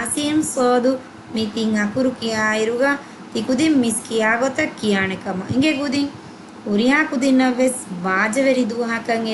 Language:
Divehi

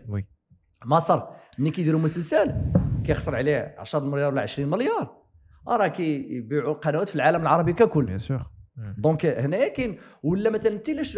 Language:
Moroccan Arabic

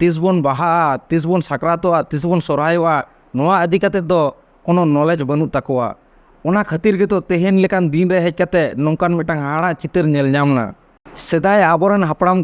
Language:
Santali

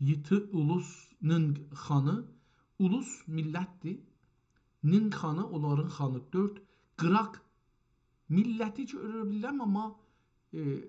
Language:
South Azerbaijani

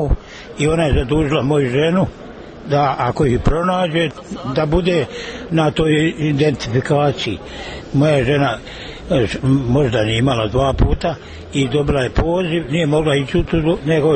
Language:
Croatian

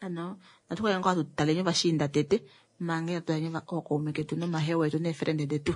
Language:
Kuanyama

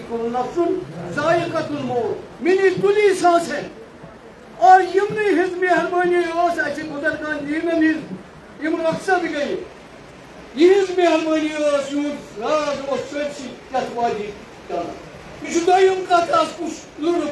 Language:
Kashmiri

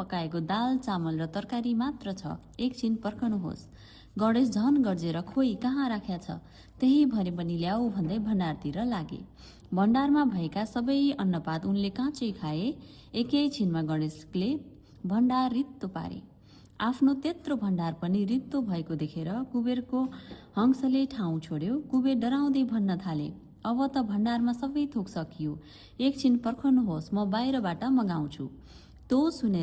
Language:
Nepali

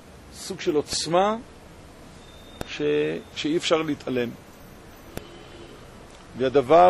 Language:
Hebrew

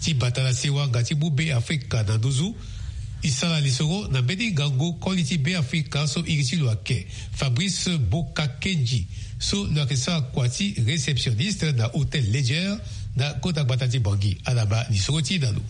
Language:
Sango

